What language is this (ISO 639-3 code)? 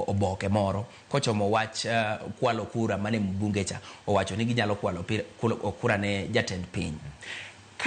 luo